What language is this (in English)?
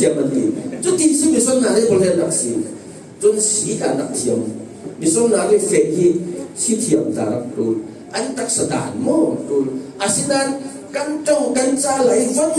Falam Chin